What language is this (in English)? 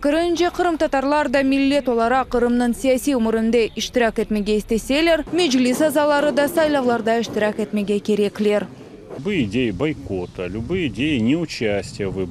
Crimean Tatar